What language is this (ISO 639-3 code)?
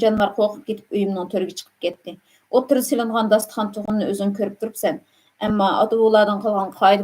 uig